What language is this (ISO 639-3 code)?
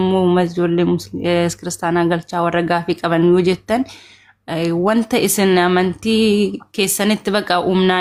orm